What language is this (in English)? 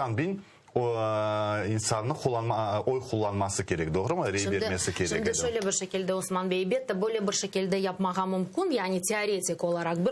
Crimean Tatar